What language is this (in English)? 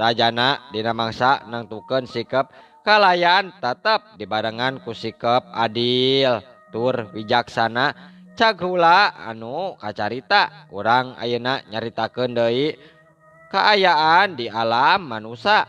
Sundanese